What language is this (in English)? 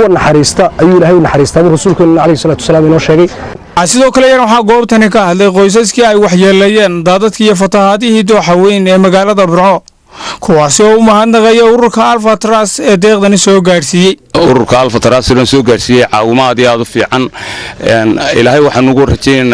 Somali